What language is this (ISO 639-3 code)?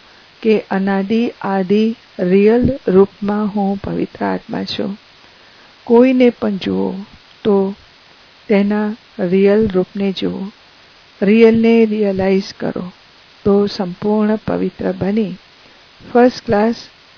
guj